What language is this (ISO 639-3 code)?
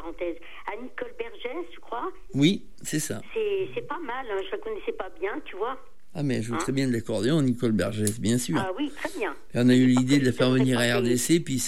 fra